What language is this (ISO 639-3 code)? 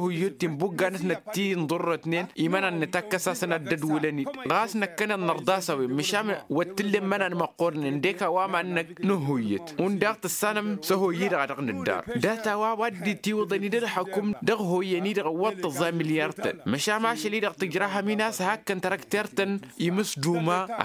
taq